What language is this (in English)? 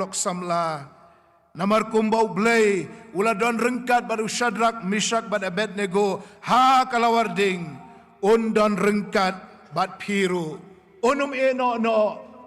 Khasi